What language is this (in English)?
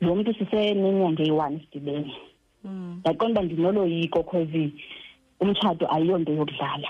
Xhosa